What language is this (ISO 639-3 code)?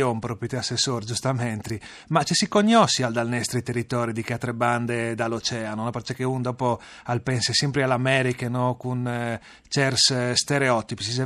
fur